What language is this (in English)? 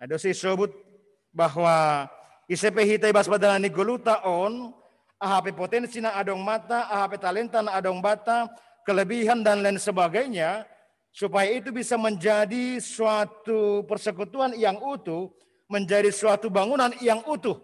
Batak Simalungun